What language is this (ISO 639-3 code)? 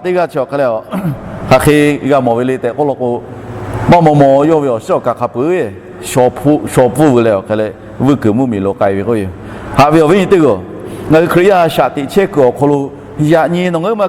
lhu